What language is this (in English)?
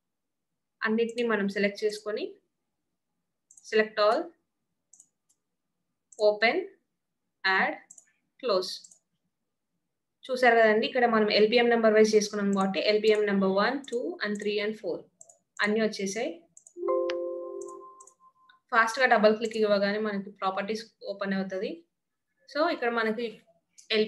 Telugu